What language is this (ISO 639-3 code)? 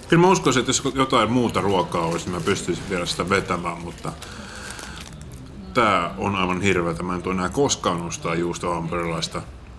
fin